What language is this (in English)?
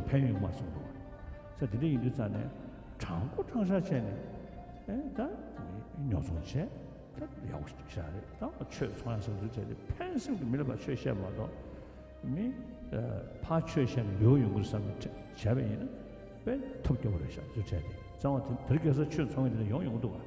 Tibetan